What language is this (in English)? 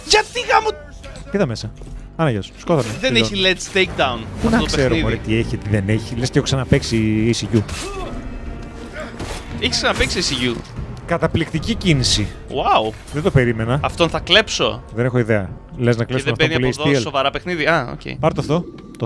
Greek